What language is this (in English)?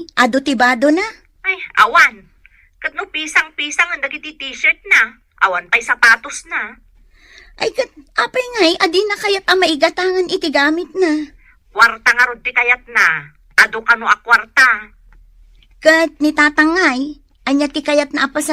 Iloko